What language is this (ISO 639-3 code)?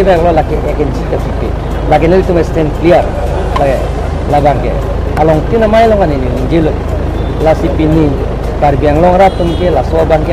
mjw